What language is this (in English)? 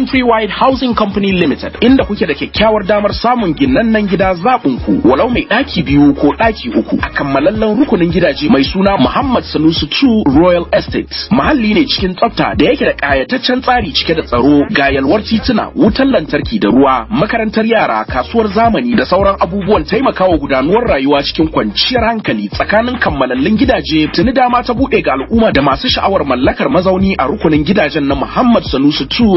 Hausa